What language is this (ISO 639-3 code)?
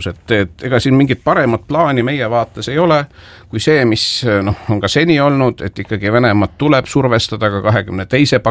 est